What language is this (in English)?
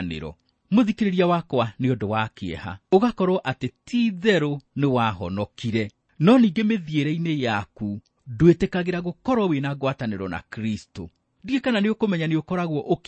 Kikuyu